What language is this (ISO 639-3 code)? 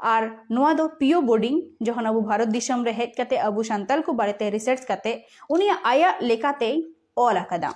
sat